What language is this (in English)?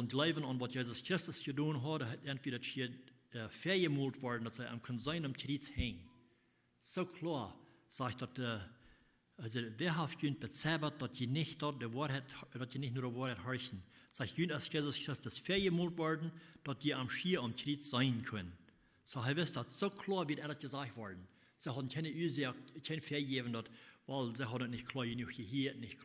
Plautdietsch